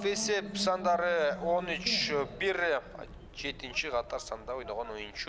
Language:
Kyrgyz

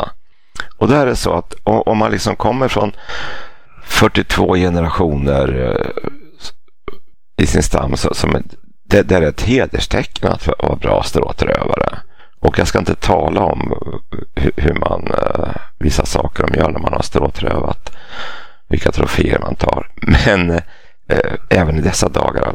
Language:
Swedish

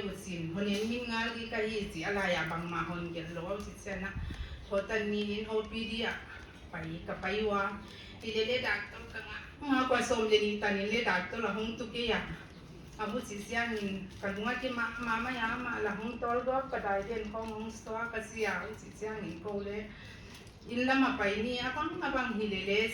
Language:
Paite Chin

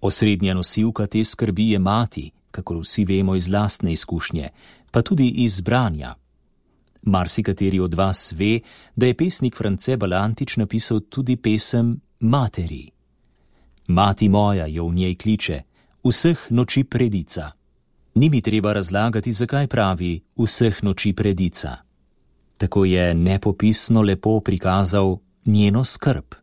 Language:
Slovenian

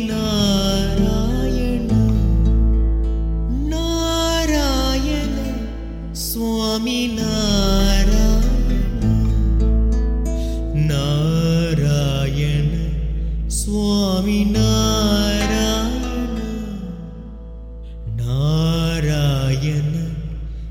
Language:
Kannada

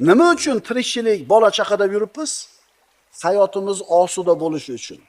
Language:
Uzbek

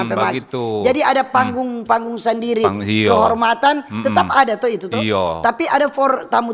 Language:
Manado Malay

